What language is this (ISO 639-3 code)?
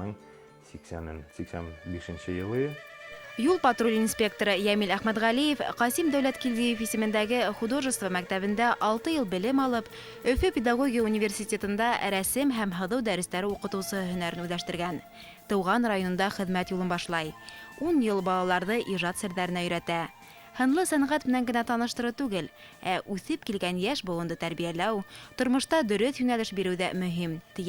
bak